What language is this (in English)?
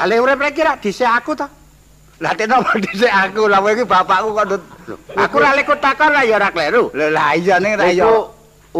Javanese